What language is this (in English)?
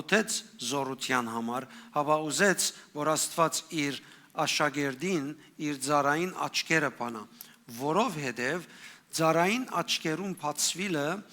Western Armenian